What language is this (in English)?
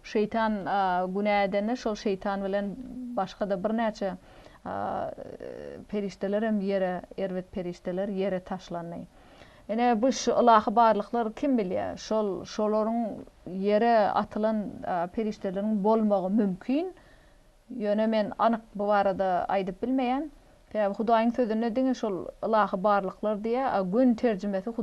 Turkmen